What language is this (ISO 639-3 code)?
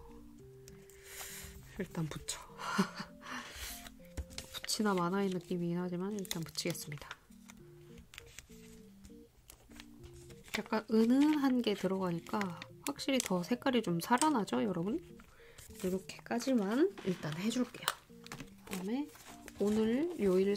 kor